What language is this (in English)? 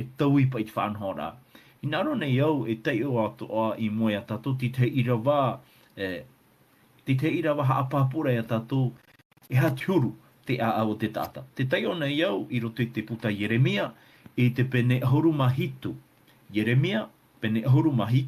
Tahitian